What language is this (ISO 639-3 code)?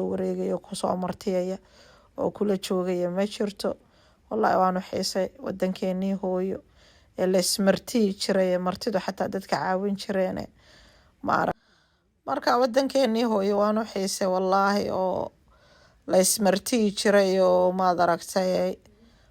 som